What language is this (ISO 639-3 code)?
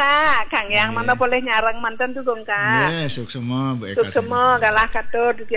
ban